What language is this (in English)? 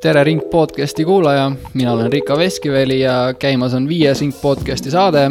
Estonian